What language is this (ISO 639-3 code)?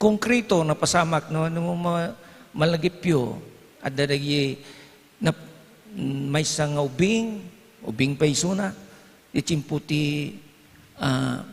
ilo